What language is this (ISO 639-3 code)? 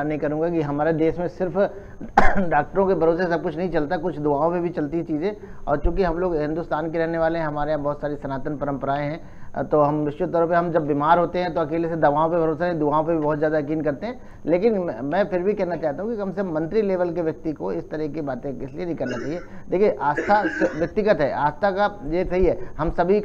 hin